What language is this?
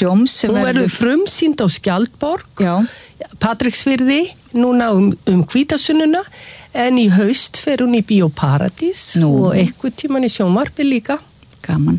Icelandic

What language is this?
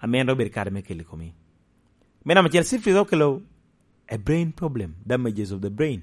Lango (Uganda)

